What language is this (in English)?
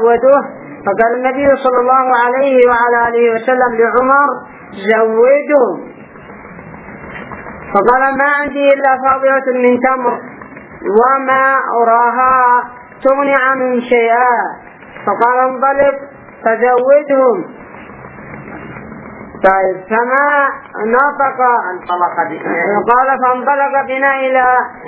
Arabic